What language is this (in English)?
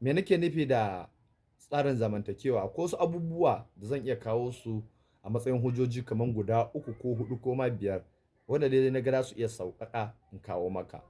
Hausa